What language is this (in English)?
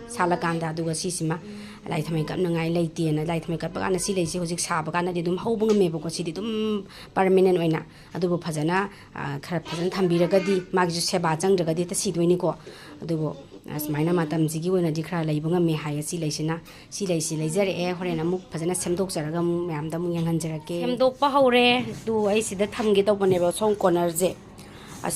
Manipuri